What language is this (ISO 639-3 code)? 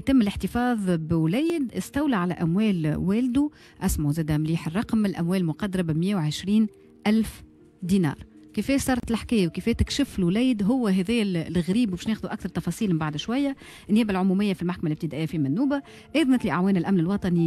aeb